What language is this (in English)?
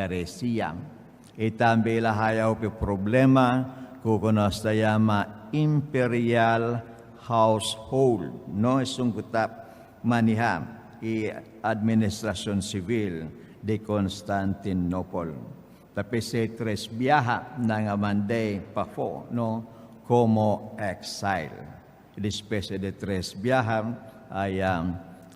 Papiamento